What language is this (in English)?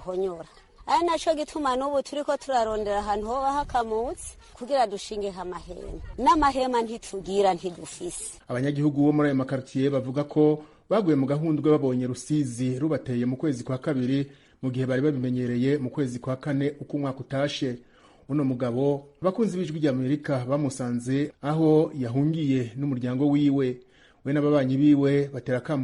Rundi